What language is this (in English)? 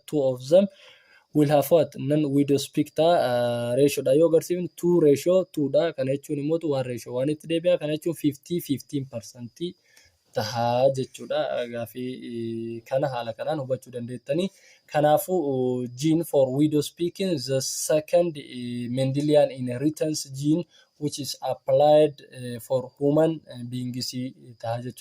Oromo